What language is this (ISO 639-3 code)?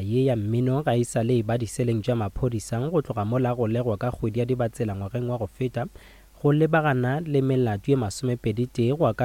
nso